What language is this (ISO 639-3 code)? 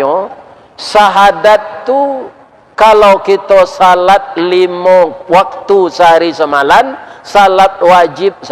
min